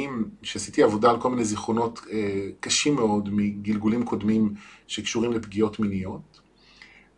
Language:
Hebrew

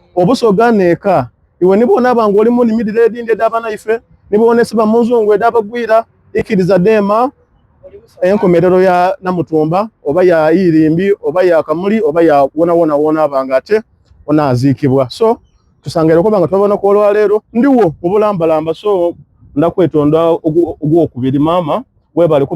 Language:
Soga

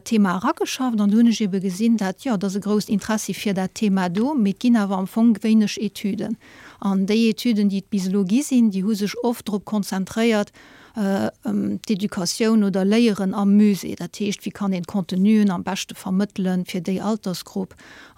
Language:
Luxembourgish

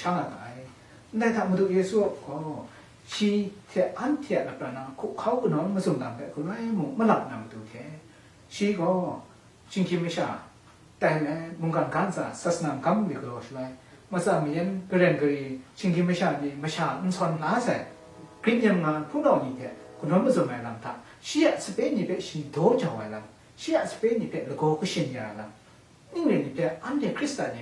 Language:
Kachin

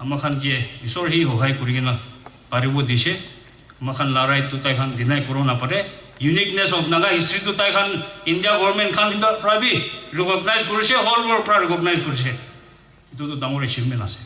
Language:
Naga Pidgin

